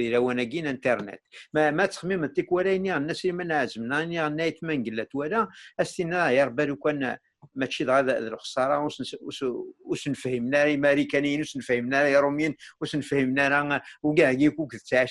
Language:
Kabyle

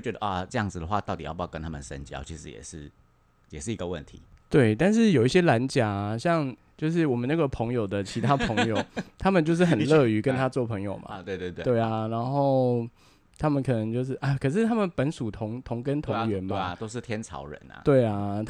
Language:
Chinese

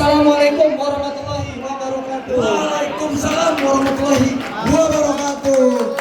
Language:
Betawi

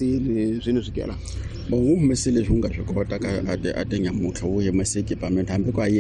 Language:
Tsonga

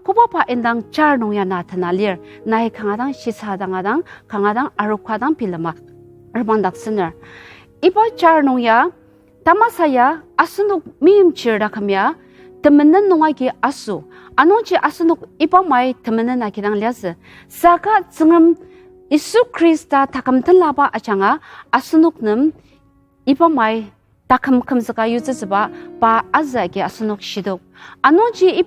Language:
Ao Naga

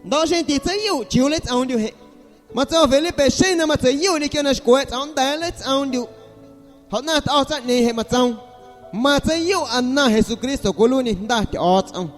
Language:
Guerrero Amuzgo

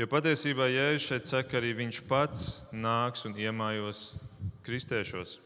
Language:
Latvian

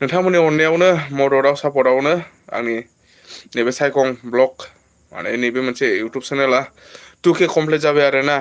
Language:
Bodo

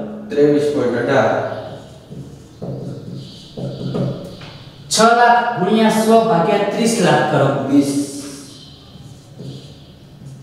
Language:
Gujarati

